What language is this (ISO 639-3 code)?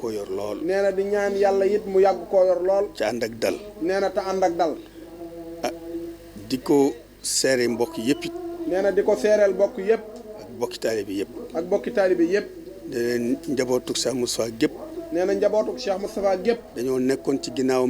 wol